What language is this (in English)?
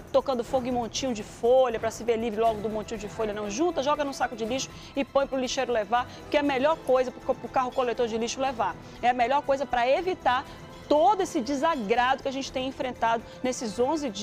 Portuguese